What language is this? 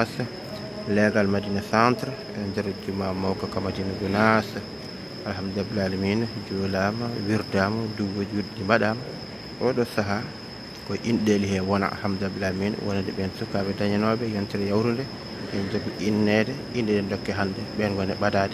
Fula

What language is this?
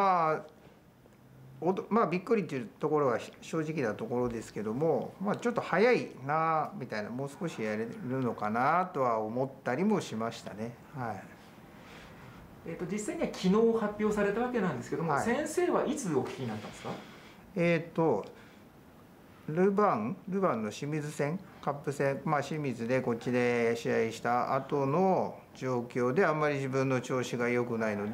Japanese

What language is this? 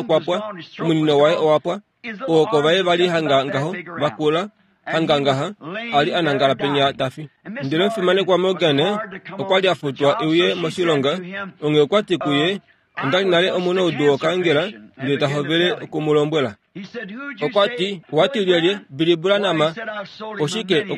Kuanyama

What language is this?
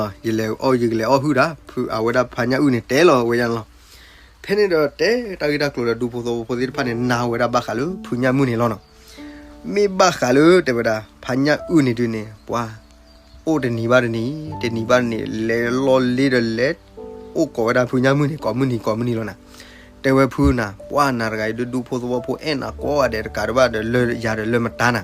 S'gaw Karen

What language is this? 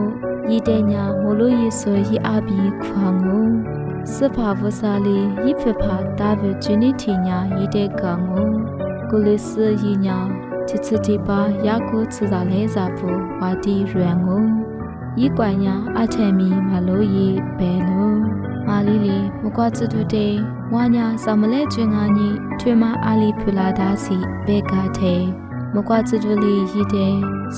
Lisu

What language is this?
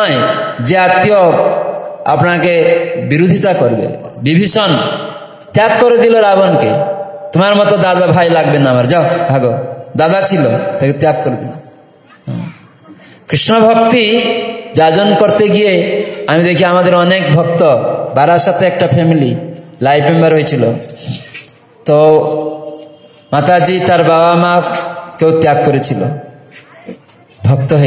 Bangla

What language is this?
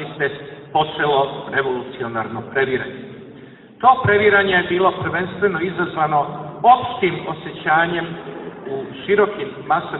Serbian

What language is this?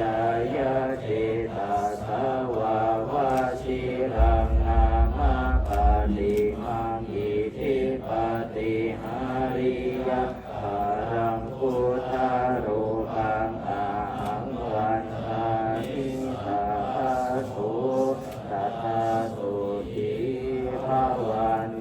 Pali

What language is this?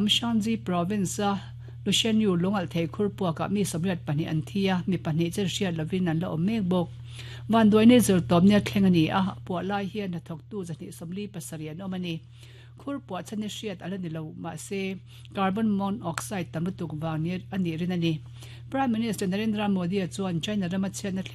Mizo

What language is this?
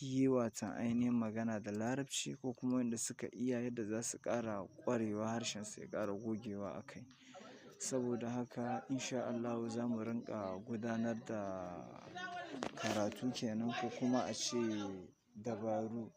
Hausa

